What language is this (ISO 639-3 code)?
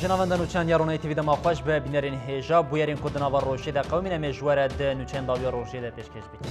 kur